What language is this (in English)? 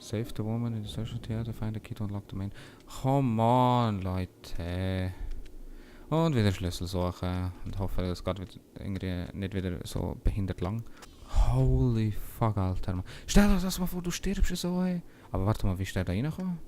Swiss German